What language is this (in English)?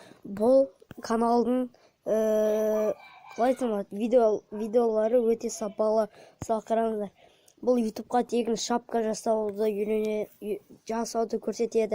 Kazakh